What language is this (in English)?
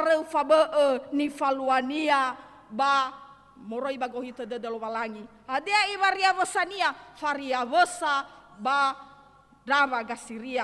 Nias